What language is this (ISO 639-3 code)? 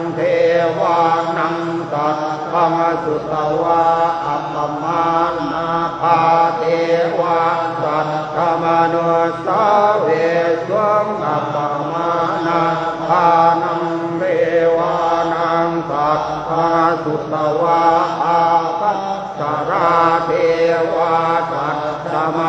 pli